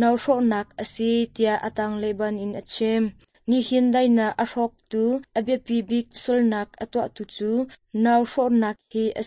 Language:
Hakha Chin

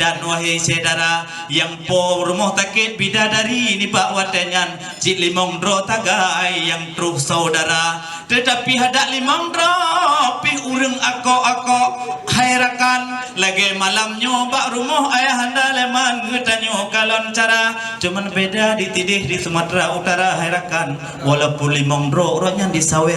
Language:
Achinese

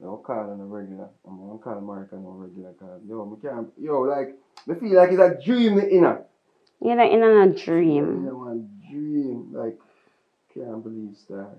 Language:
Jamaican Creole English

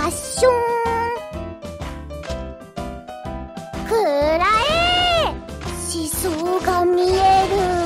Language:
Japanese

